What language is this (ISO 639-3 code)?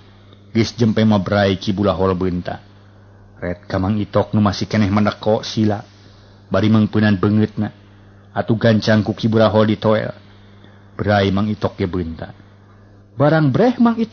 sun